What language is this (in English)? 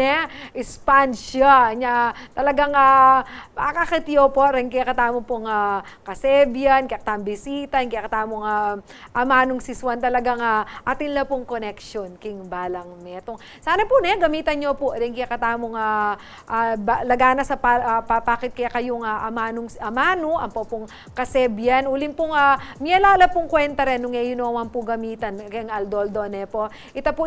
Pampanga